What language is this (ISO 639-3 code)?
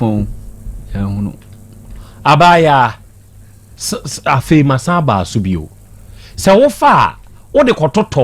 aka